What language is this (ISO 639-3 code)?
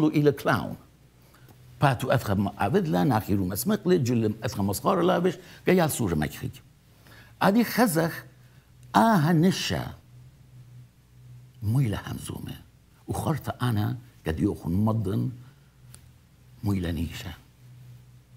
aii